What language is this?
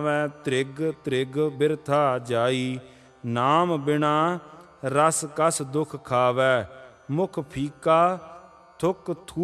Punjabi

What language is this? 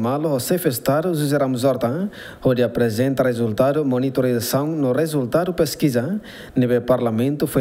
Tetum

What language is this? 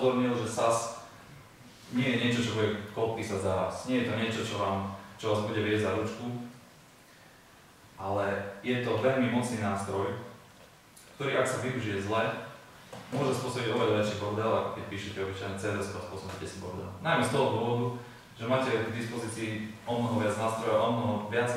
Slovak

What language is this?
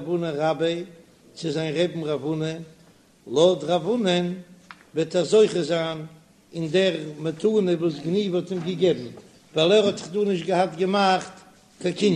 Yiddish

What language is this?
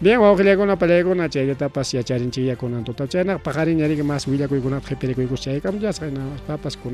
Ayacucho Quechua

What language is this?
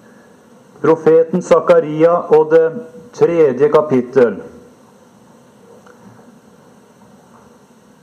Norwegian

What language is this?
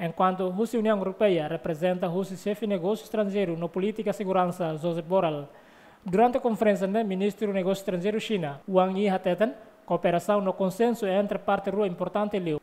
Tetum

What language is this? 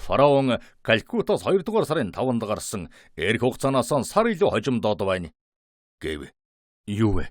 Mongolian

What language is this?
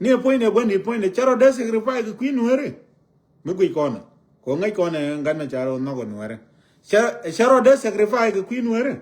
Nuer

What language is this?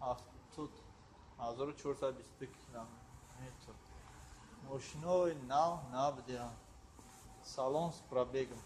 Tajik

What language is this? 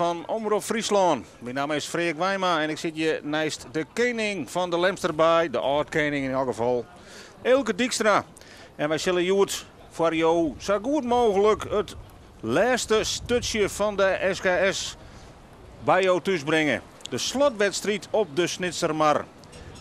Western Frisian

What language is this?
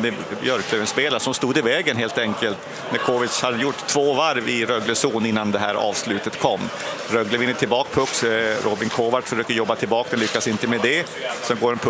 Swedish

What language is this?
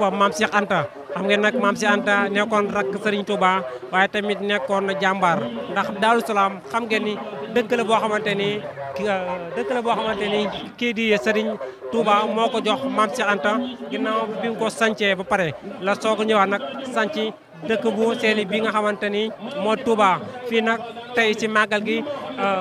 Wolof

